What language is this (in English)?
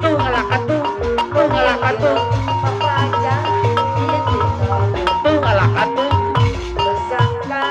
Sundanese